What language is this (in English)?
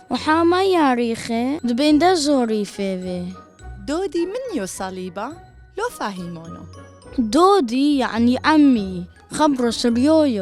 Turoyo